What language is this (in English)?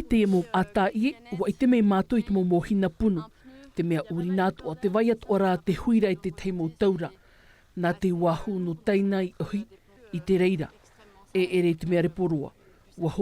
Tahitian